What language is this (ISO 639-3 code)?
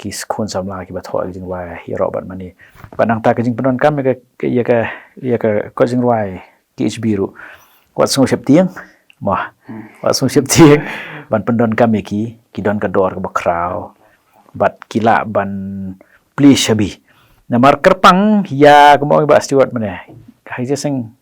kha